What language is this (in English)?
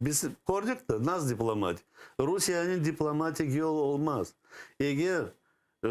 Crimean Tatar